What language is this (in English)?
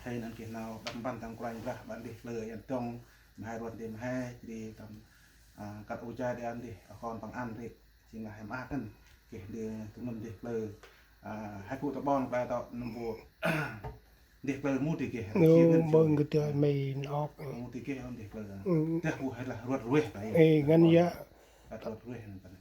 Central Mnong